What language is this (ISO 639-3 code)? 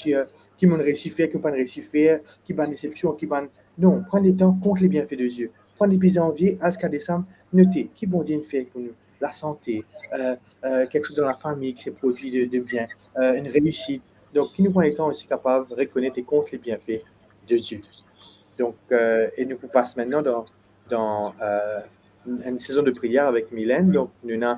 mfe